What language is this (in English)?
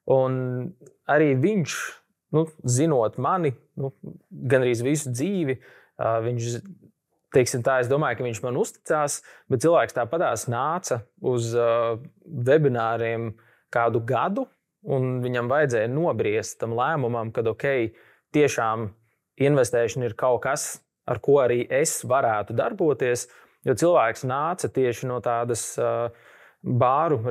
Latvian